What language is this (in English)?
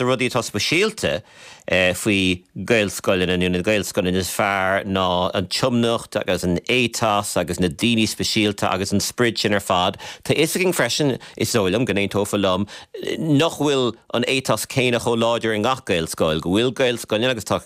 Irish